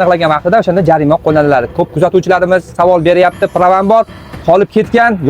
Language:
Uzbek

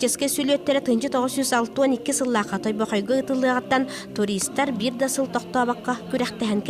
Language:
Yakut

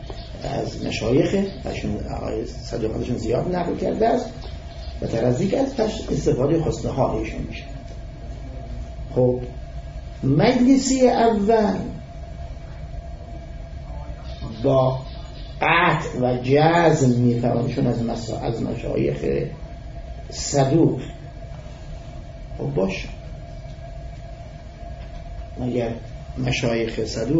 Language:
Persian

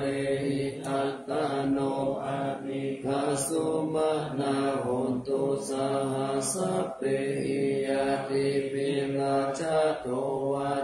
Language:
Pali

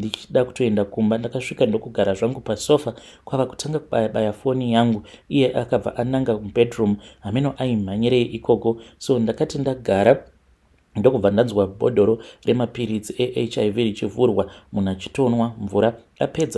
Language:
Shona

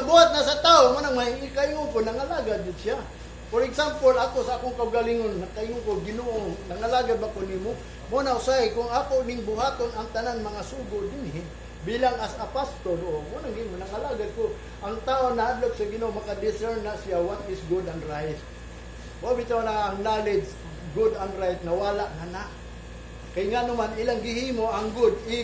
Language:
Cebuano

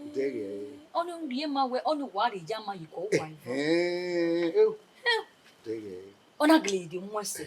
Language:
Bini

